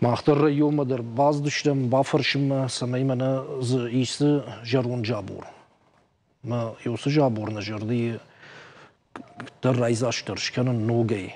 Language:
Ossetic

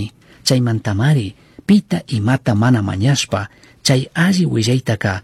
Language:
Chimborazo Highland Quichua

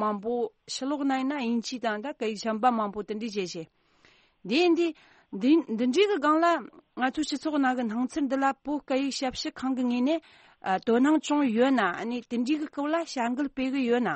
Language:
Tibetan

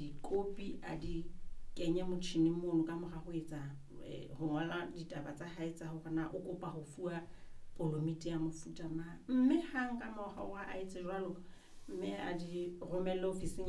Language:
Southern Sotho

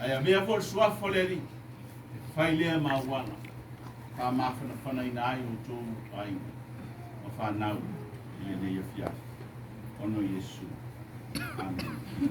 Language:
Samoan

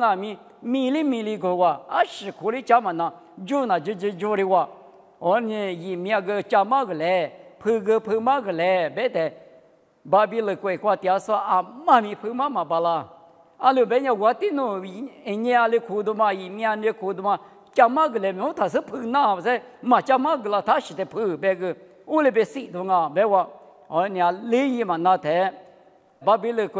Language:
Lisu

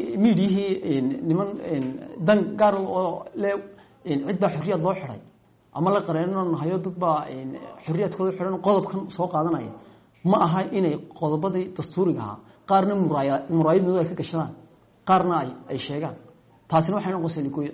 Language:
Somali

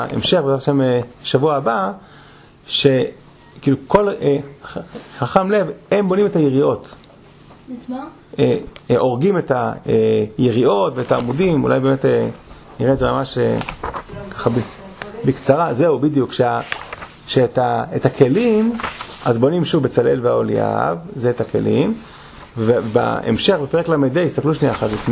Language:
Hebrew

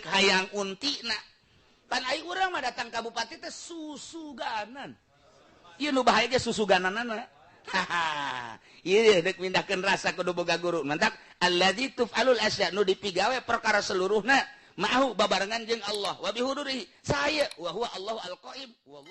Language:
Sundanese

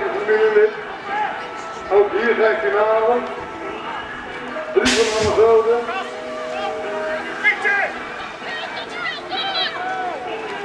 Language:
Dutch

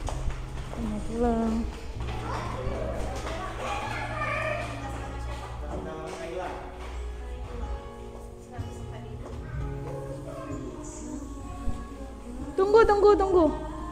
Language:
Indonesian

